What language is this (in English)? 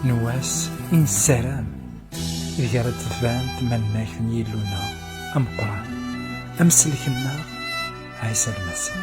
Kabyle